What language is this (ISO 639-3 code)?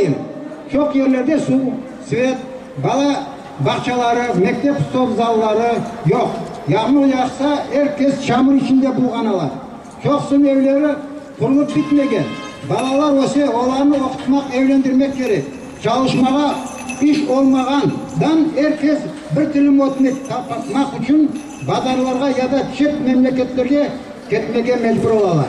crh